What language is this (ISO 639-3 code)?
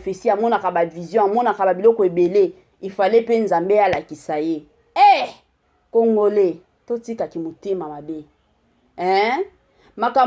lin